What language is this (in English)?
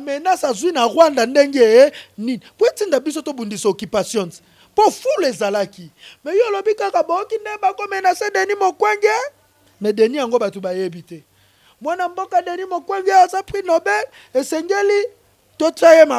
Lingala